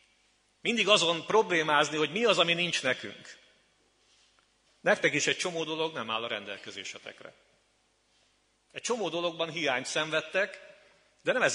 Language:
Hungarian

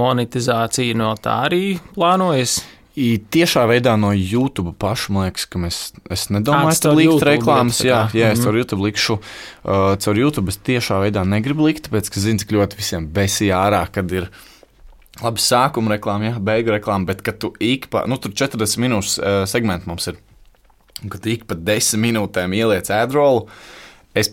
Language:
Latvian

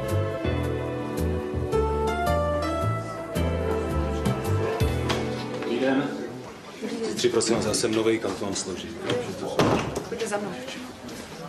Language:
Czech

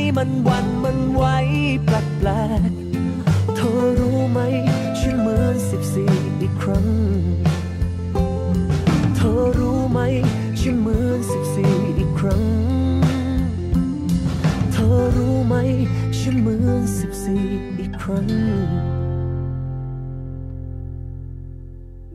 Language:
Thai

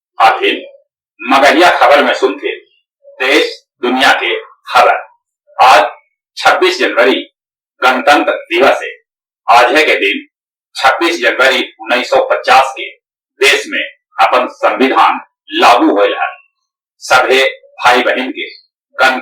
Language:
Magahi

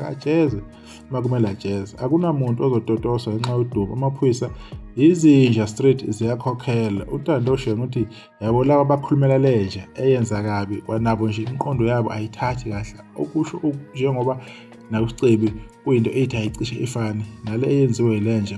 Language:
Zulu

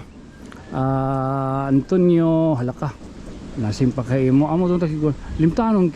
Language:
Waray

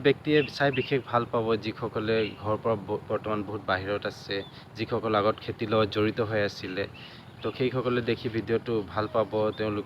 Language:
Assamese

